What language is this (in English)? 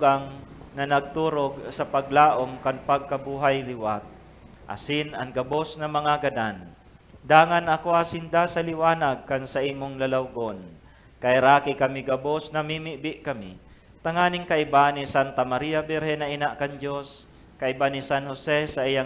Bikol